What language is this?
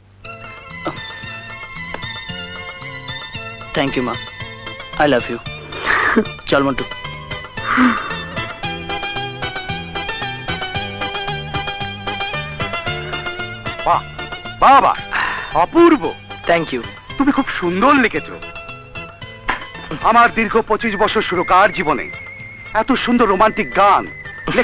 Bangla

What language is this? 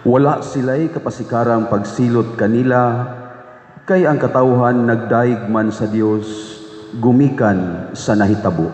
Cebuano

